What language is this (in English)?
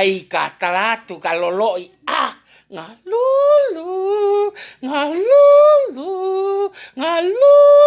Tongan